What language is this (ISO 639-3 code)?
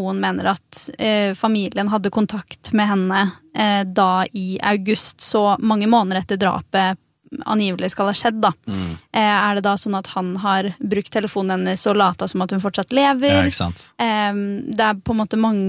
nor